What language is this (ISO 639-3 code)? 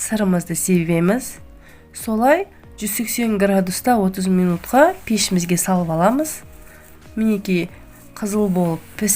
kaz